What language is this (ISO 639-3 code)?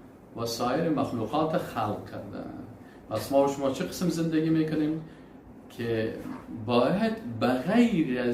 fas